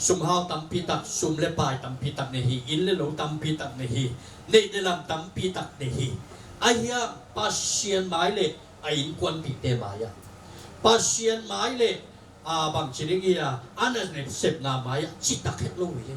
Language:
Tedim Chin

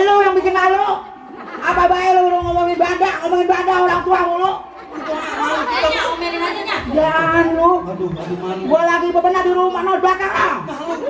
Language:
Betawi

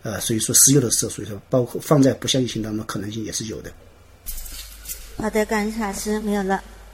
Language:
Chinese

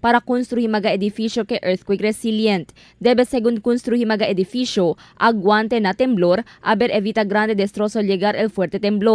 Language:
Chavacano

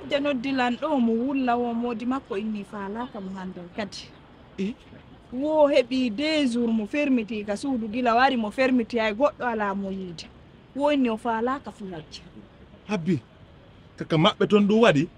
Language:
Pular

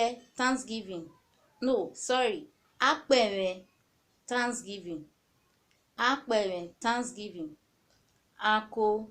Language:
Urhobo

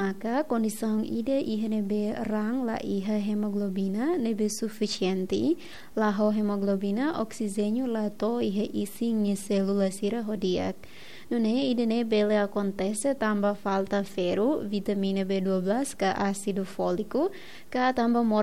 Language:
Tetum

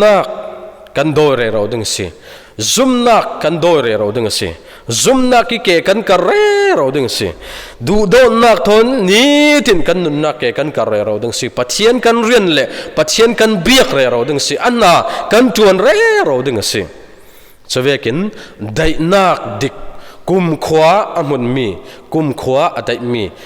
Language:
Falam Chin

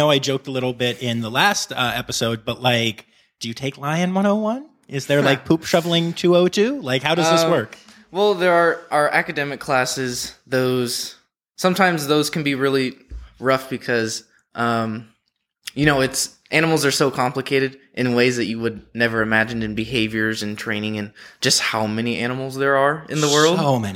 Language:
English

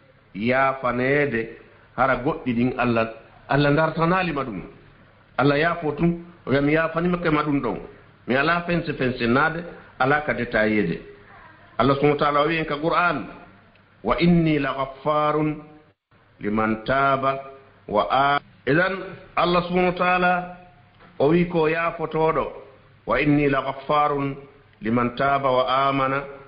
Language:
Fula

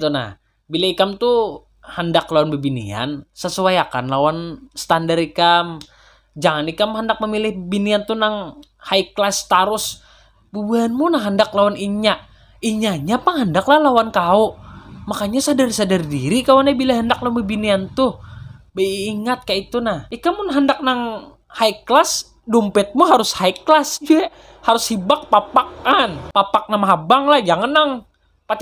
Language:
Banjar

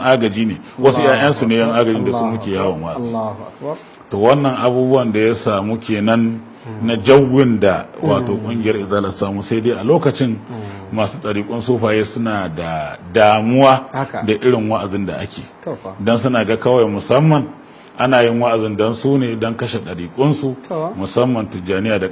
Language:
Hausa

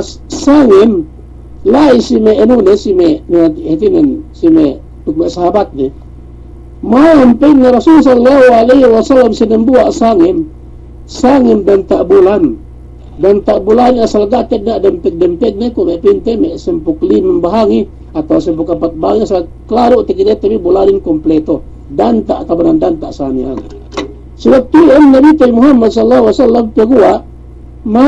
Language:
Yakan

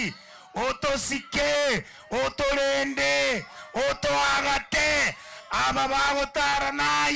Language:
Gusii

